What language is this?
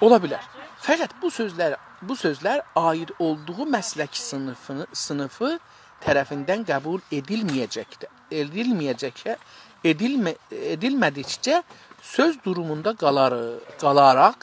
South Azerbaijani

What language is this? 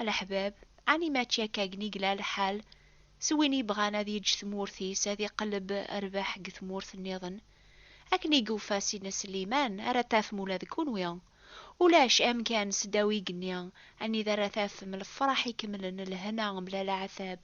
Kabyle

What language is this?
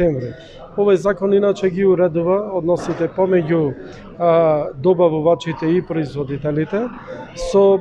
Macedonian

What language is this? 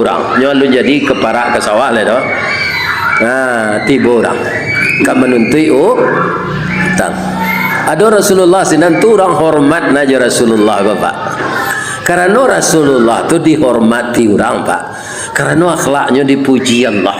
Minangkabau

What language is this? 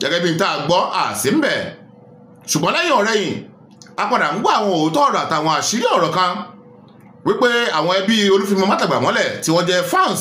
Yoruba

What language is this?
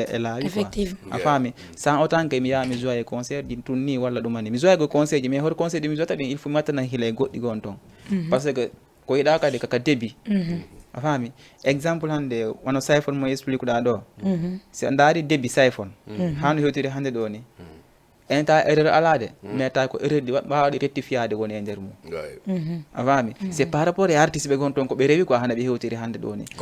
Fula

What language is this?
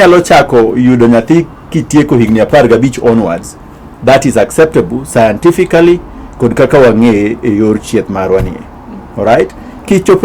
Luo (Kenya and Tanzania)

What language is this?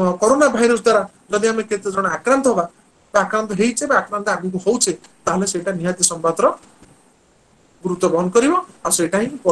Odia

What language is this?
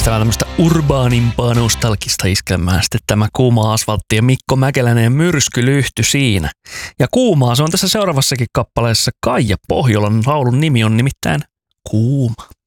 Finnish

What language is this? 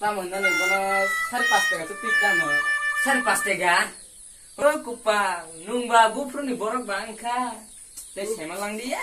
Kok Borok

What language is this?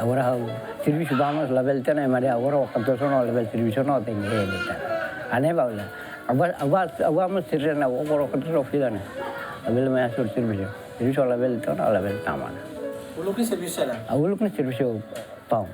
Tetum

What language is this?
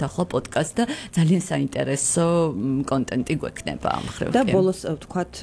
Georgian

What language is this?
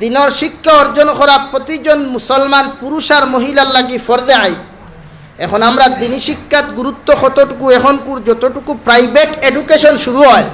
Sylheti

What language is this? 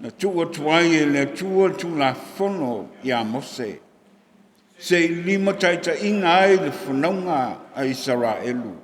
Samoan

